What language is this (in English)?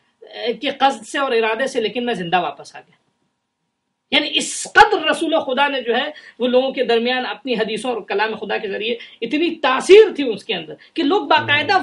Urdu